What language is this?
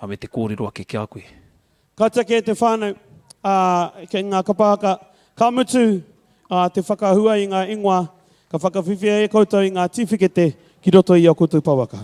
Māori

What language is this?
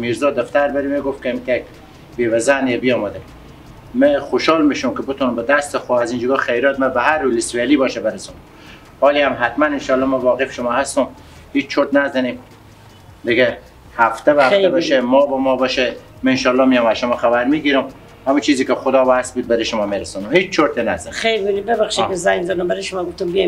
Persian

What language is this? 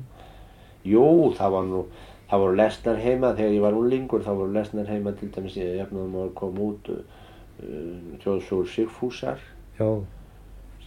Icelandic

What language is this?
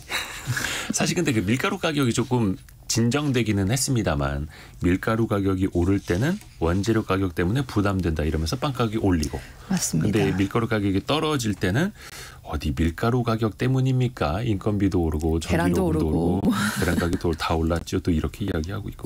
Korean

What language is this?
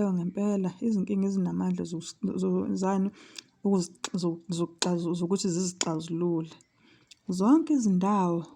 Zulu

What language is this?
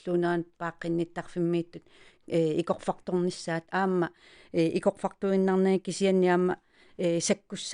Kalaallisut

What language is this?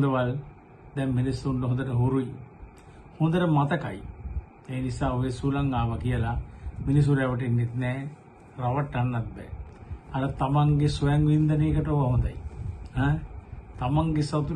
Sinhala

